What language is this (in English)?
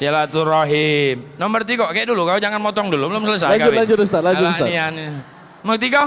Musi